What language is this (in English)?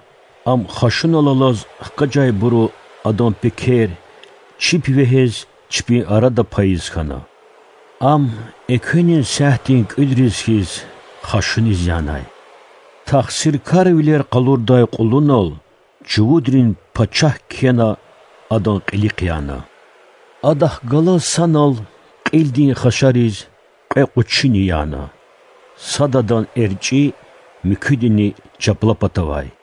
Lezghian